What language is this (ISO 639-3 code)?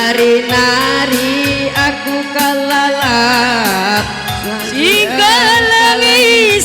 btx